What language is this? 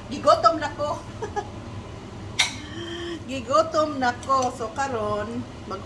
Cebuano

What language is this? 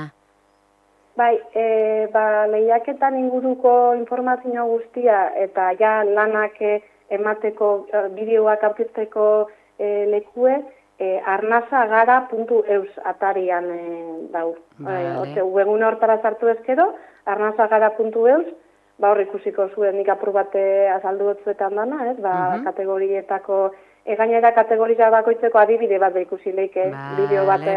Basque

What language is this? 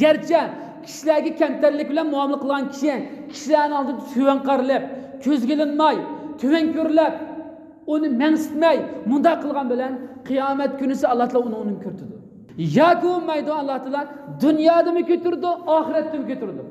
Uyghur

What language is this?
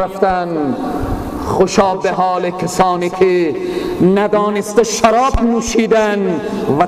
Persian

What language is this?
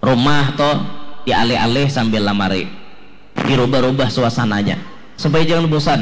Banjar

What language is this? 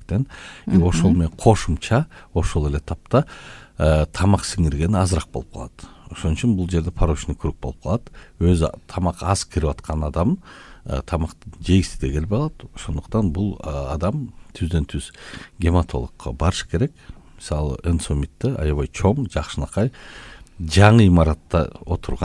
Kyrgyz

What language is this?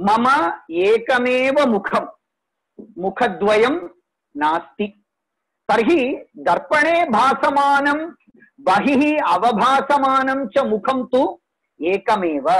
Sanskrit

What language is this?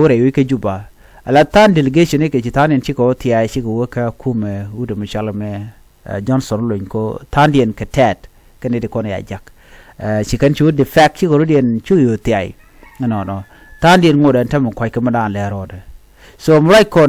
Nuer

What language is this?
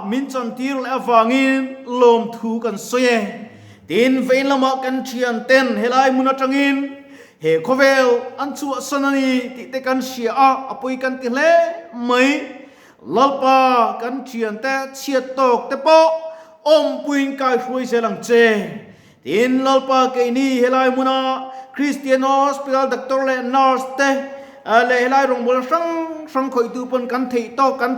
Mizo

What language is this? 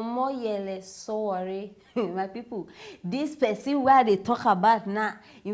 Nigerian Pidgin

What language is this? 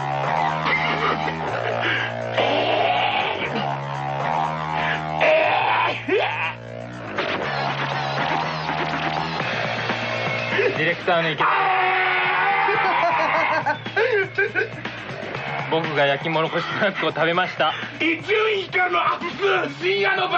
Japanese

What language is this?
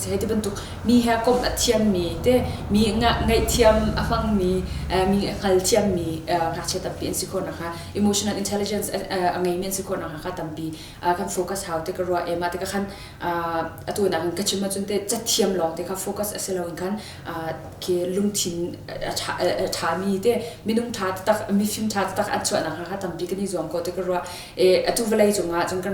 Hakha Chin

